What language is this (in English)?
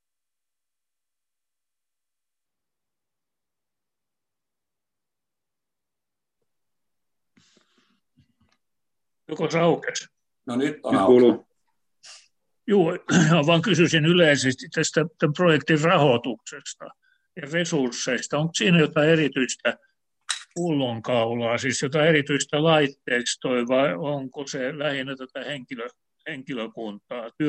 Finnish